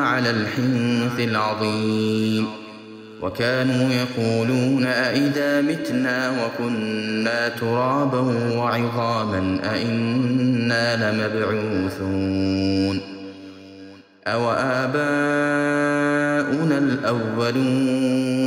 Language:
Arabic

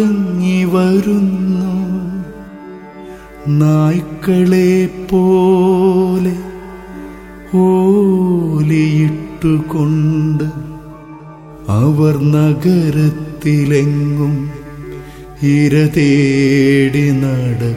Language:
Malayalam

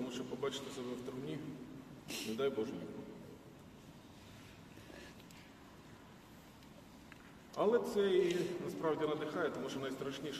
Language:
Ukrainian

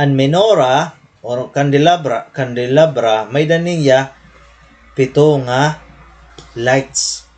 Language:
Waray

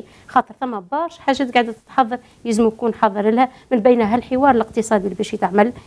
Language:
Tunisian Arabic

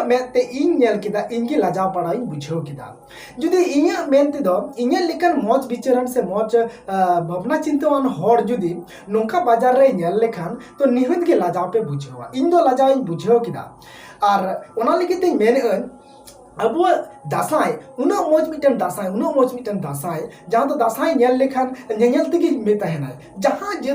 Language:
Santali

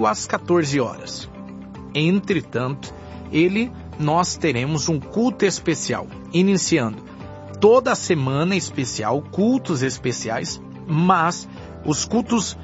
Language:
Portuguese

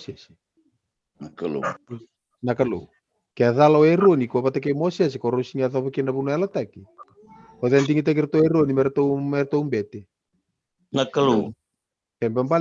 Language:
Fijian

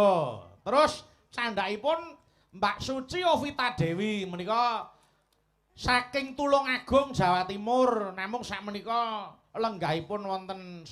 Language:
Javanese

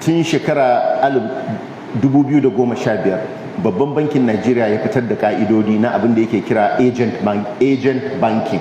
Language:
Hausa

